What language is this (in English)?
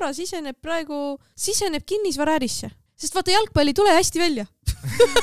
Estonian